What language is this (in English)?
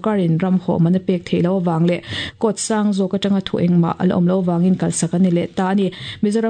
Mizo